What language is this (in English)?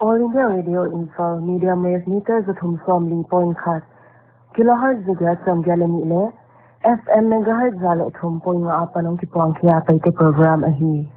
Paite Chin